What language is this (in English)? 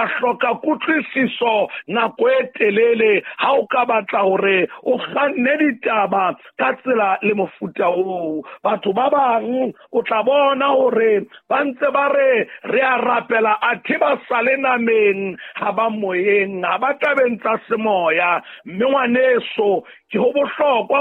Southern Sotho